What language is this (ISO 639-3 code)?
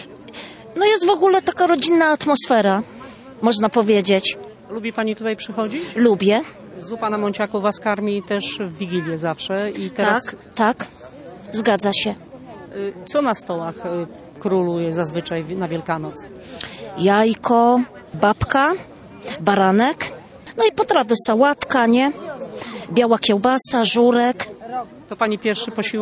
pol